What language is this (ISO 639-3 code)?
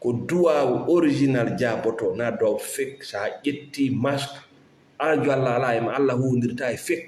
ful